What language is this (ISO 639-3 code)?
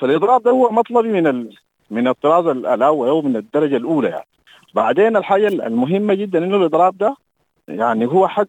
apd